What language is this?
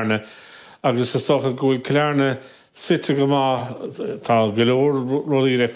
Irish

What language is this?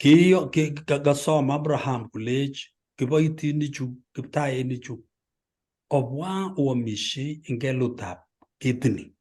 Kalenjin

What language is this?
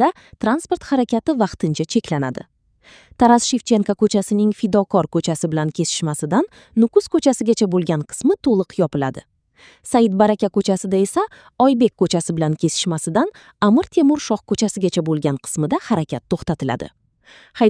Uzbek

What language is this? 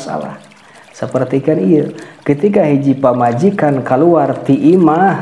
Sundanese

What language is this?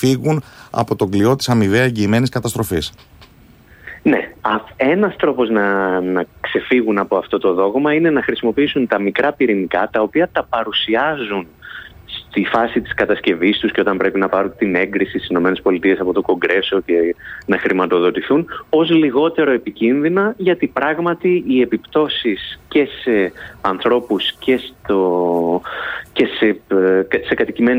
Greek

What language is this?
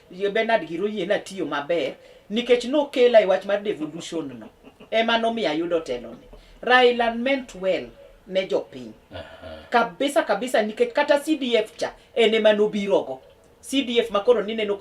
Luo (Kenya and Tanzania)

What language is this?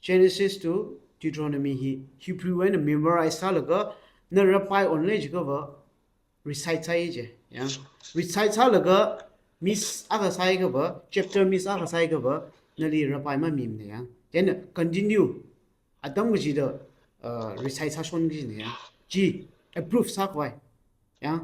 Tangkhul Naga (India)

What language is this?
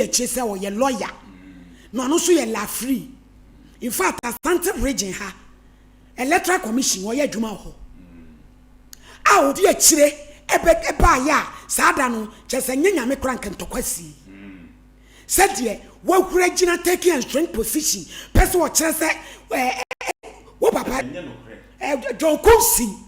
Akan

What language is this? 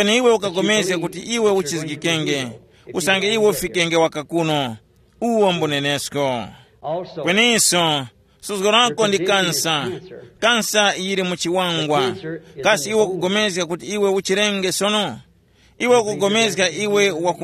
Tumbuka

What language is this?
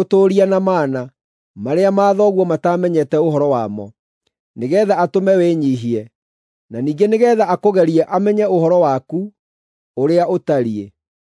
Kikuyu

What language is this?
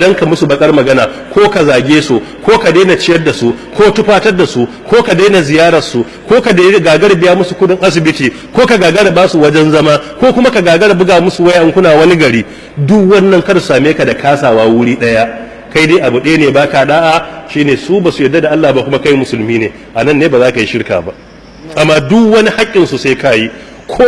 Hausa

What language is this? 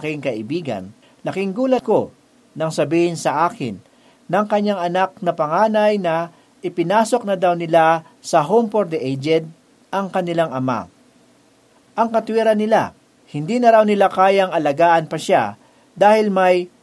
Filipino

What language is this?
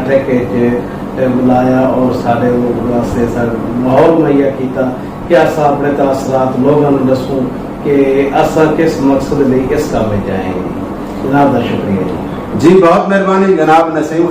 Saraiki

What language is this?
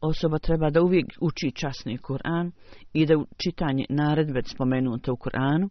Bosnian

